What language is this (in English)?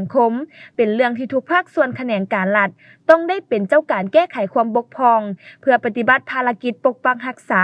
Lao